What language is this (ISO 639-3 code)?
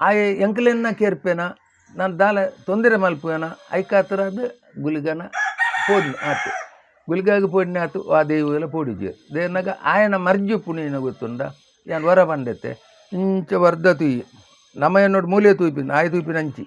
tcy